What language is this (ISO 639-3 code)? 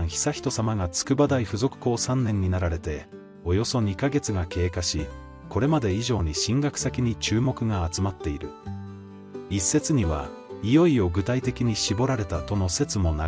jpn